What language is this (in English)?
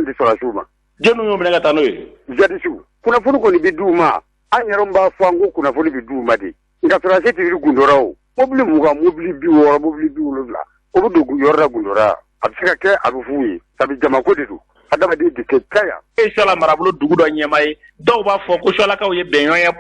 Bambara